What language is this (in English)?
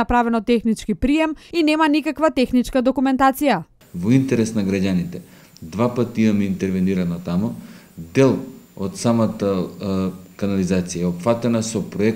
Macedonian